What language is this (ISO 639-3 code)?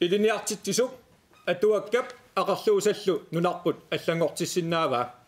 kal